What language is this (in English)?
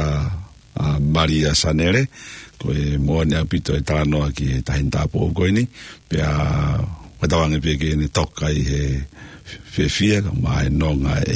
Tongan